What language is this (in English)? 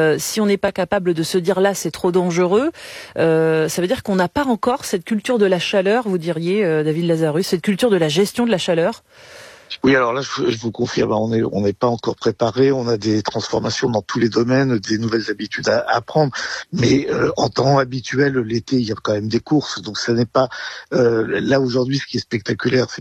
French